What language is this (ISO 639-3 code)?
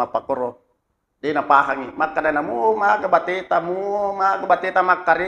bug